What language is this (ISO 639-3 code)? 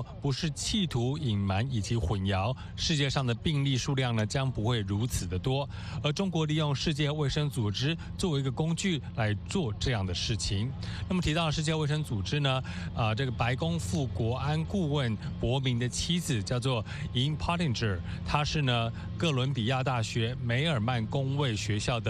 zho